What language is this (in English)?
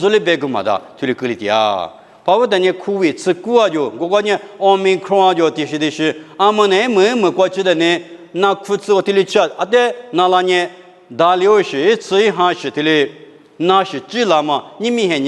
Lisu